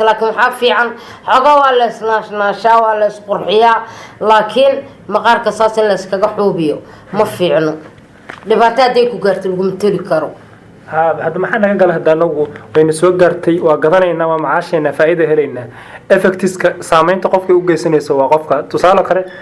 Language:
Somali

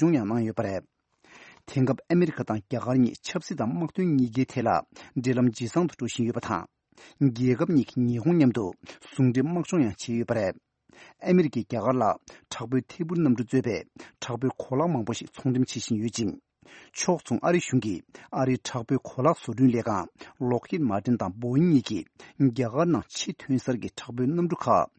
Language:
Tibetan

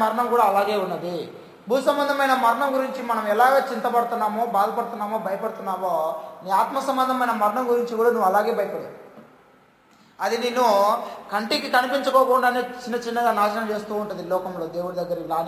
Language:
Telugu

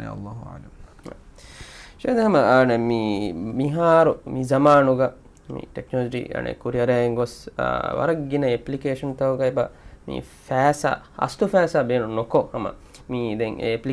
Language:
Divehi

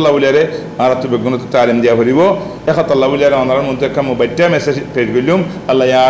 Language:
Rohingya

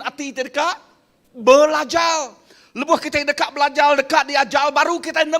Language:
Iban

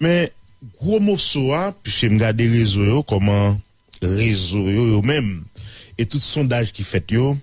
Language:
Haitian Creole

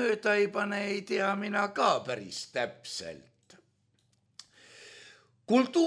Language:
Estonian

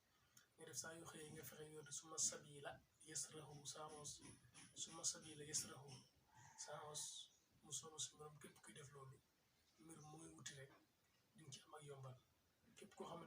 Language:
Wolof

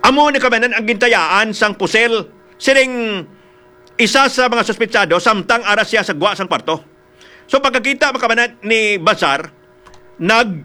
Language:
Hiligaynon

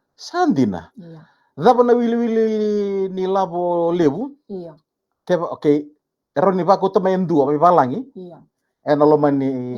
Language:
Fijian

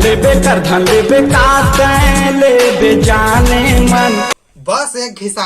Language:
Chhattisgarhi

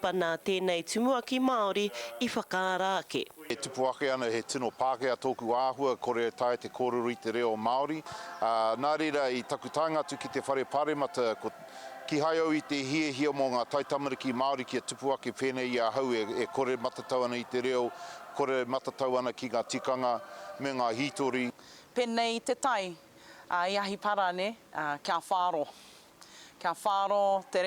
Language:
Māori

